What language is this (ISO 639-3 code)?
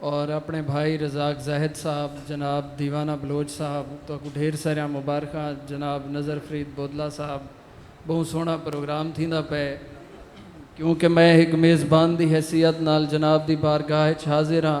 skr